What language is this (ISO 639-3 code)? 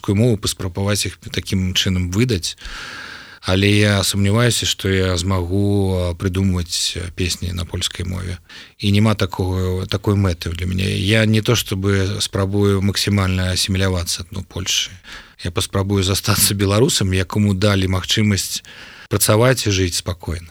bel